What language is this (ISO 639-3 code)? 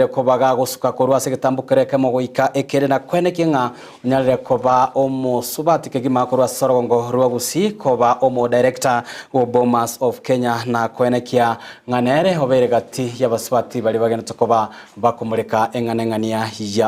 guz